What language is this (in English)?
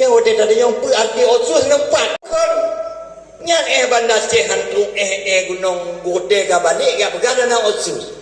Achinese